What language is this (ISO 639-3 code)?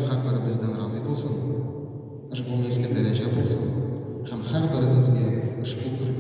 tat